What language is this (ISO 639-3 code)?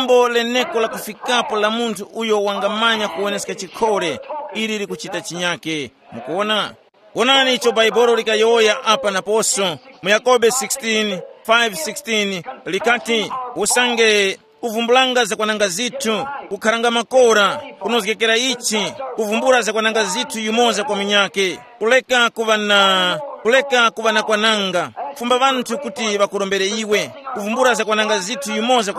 tum